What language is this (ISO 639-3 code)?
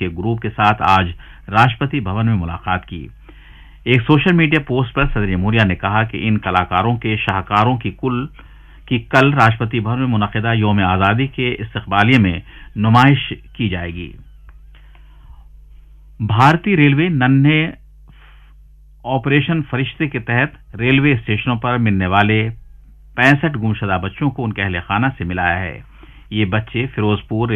urd